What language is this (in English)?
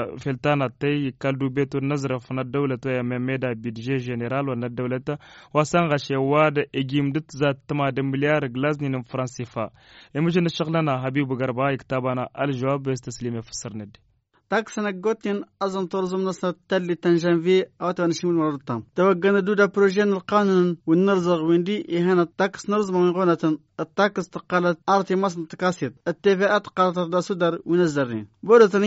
Tamasheq